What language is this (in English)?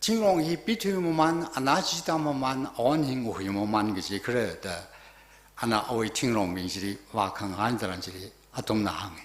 Tangkhul Naga (India)